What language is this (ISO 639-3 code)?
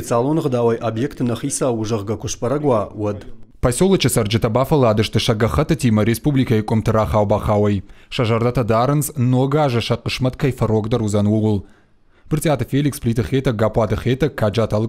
oss